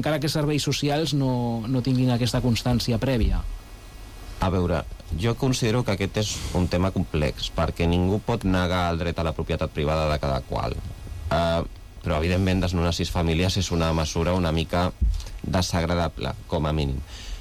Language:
Catalan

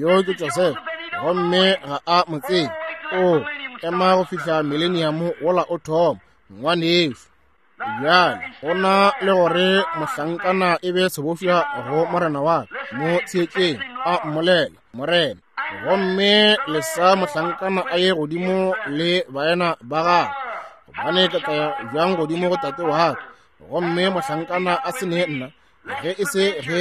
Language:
Northern Sotho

